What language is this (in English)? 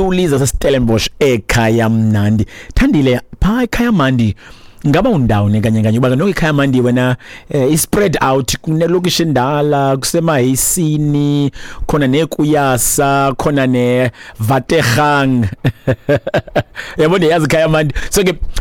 Xhosa